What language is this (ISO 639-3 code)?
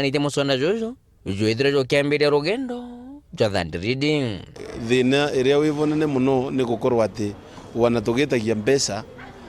mer